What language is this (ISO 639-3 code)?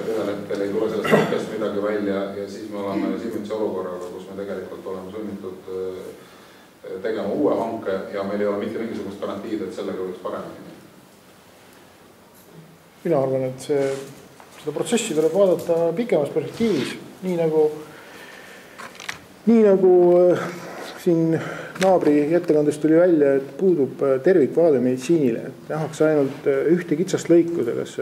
est